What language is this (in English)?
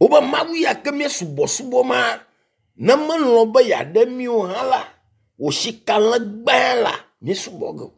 Ewe